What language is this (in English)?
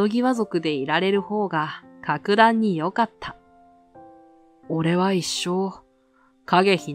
Japanese